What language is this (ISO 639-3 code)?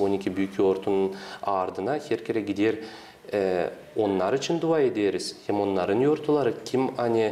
gag